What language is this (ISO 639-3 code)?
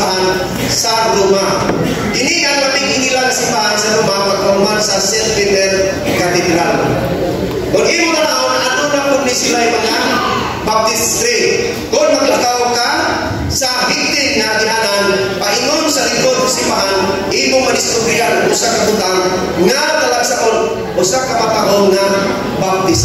ceb